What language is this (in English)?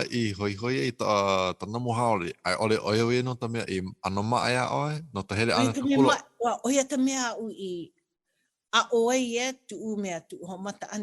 Hawaiian